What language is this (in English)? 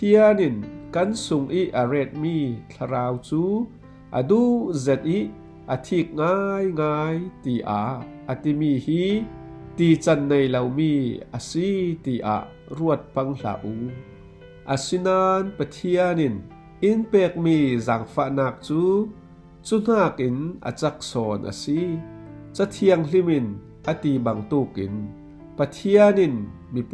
Falam Chin